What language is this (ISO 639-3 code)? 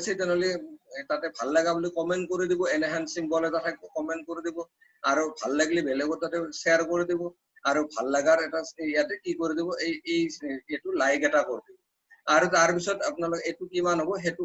asm